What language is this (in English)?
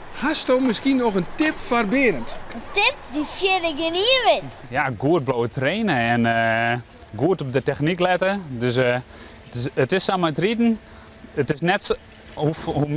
Western Frisian